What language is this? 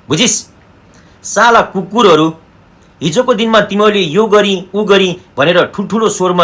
Nepali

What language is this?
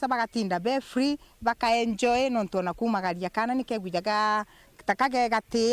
Meru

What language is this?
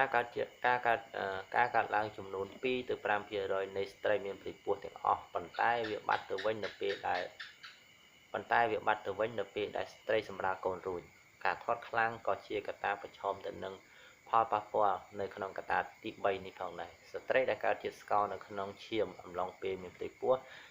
Khmer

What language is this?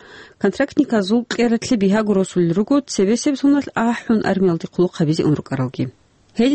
Avaric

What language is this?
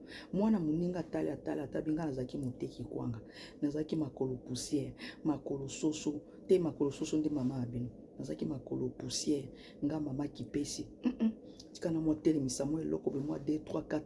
Lingala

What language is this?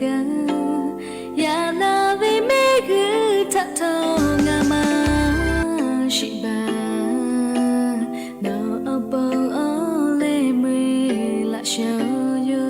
Lahu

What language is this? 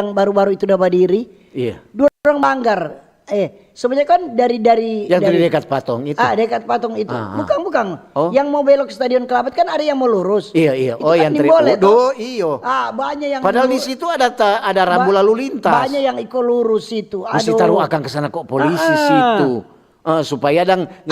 Manado Malay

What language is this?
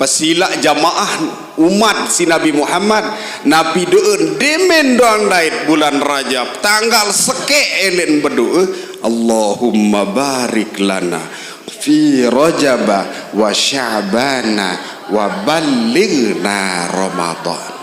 Sasak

